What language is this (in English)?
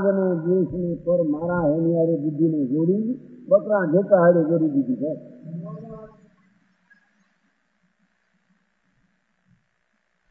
Gujarati